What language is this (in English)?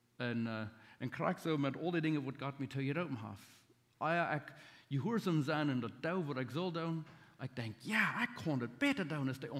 Plautdietsch